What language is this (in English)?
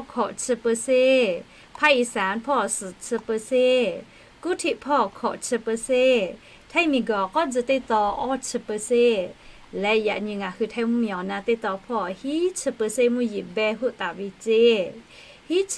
Lahu